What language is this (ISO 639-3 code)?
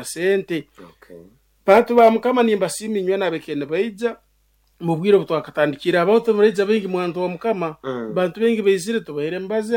nyo